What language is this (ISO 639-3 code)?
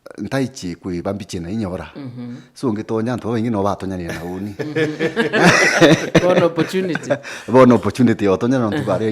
mer